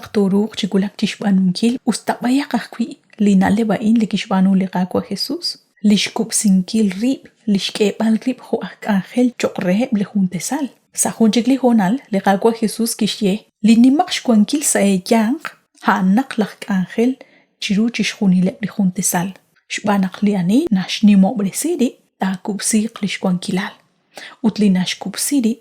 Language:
Kekchí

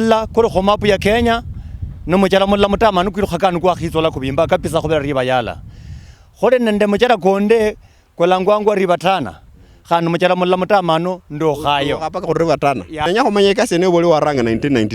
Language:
Luyia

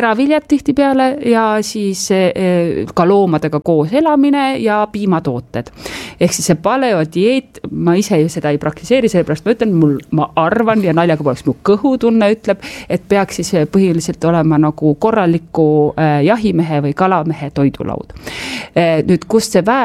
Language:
Estonian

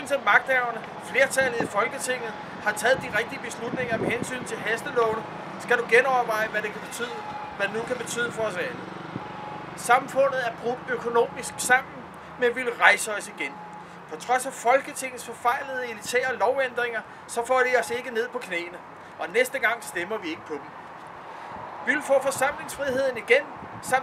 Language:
Danish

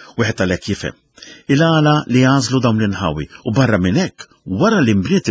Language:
Maltese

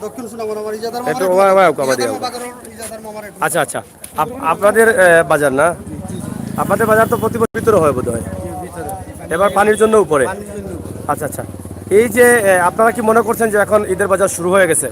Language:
Sylheti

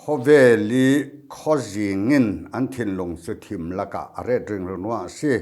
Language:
Falam Chin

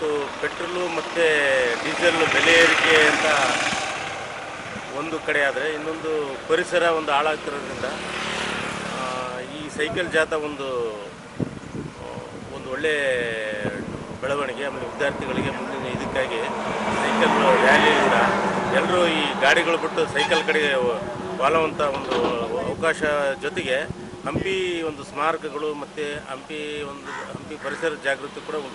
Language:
Kannada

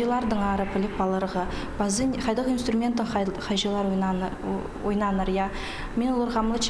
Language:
Khakas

